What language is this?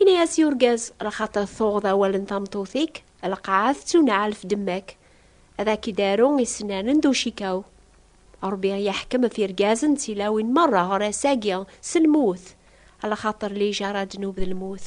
Kabyle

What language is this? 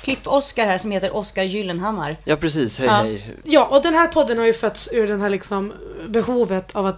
Swedish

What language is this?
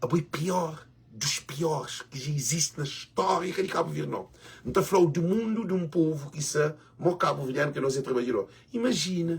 Kabuverdianu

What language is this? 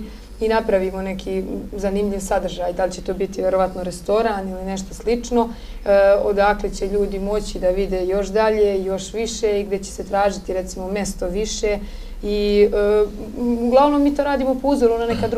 Serbian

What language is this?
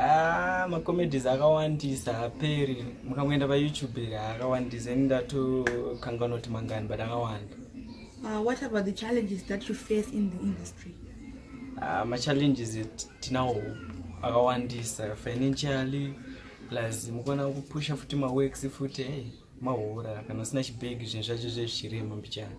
Shona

